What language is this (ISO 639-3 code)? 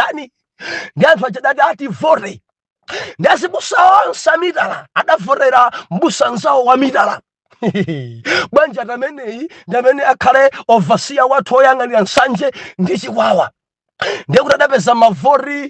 nya